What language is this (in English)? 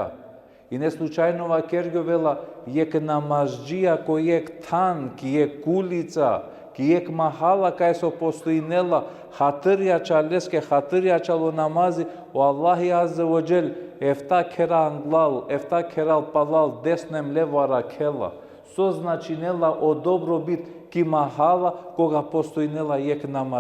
Balkan Romani